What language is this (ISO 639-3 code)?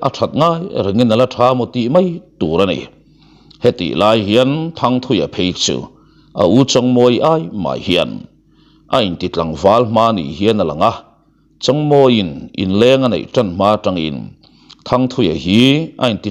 lus